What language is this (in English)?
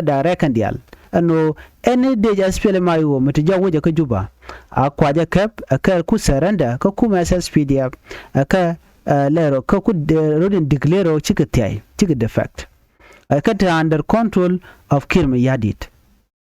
Nuer